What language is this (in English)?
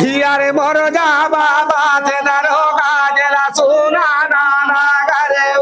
Chhattisgarhi